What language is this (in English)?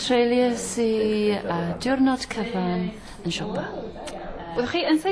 Welsh